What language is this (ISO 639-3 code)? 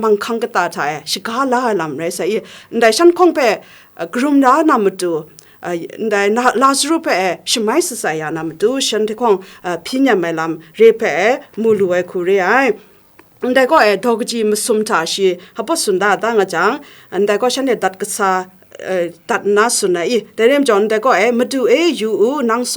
kac